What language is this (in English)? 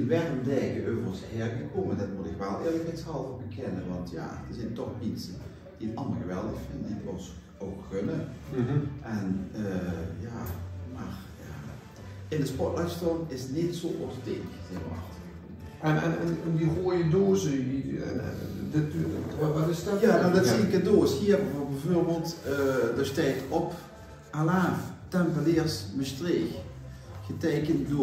Limburgish